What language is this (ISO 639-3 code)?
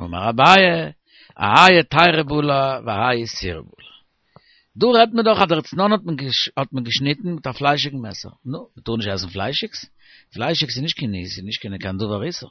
yid